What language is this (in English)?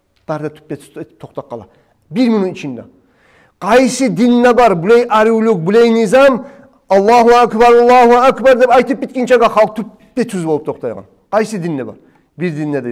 Kumyk